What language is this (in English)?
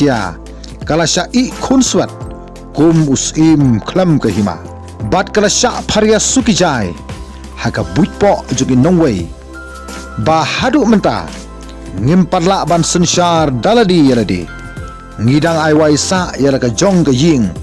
Khasi